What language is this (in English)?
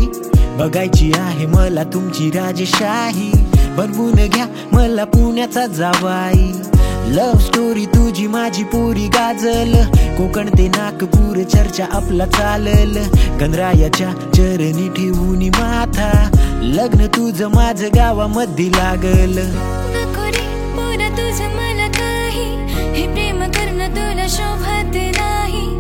Marathi